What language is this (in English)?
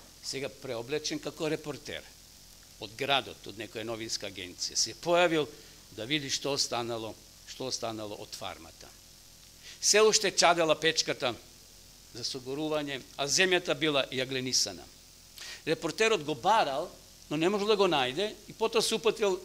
Macedonian